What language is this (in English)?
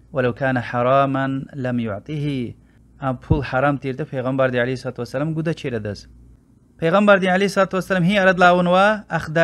Lezghian